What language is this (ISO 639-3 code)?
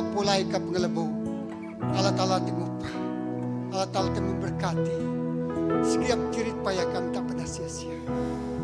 iba